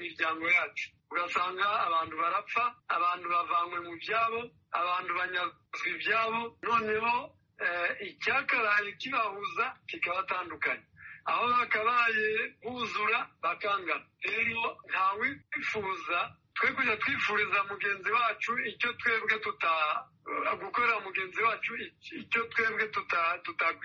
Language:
Kinyarwanda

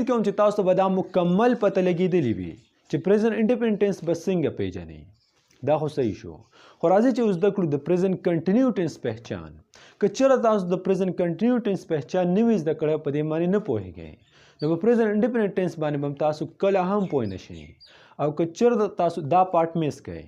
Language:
Pashto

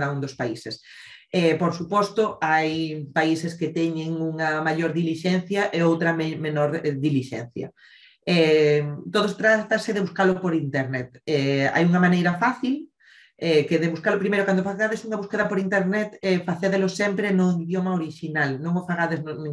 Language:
Galician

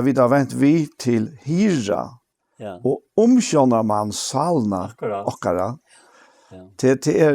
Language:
Faroese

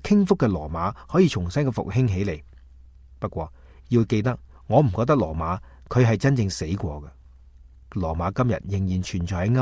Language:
Cantonese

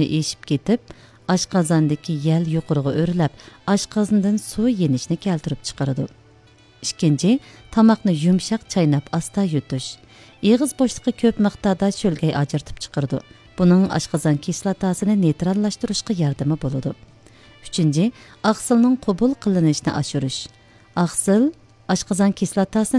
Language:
Uyghur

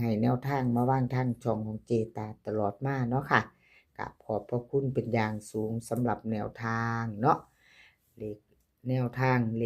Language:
Northeastern Thai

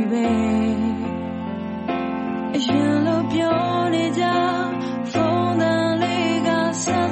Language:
Burmese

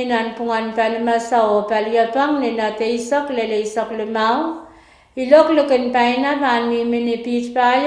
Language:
Pohnpeian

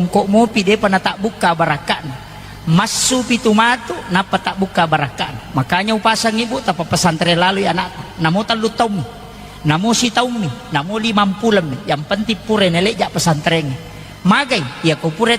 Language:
Buginese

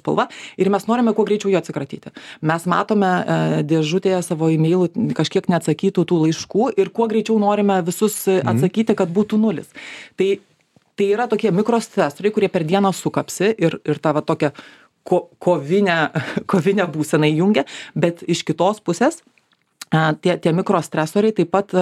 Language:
Lithuanian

